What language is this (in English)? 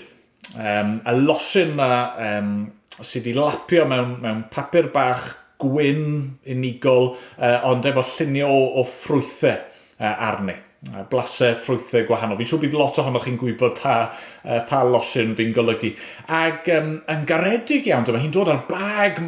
Welsh